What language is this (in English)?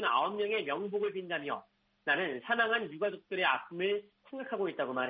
Korean